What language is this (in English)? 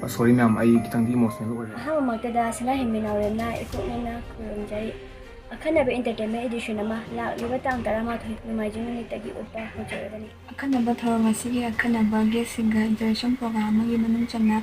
Manipuri